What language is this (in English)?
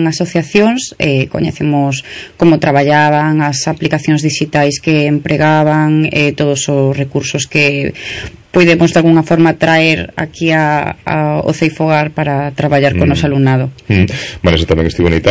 Galician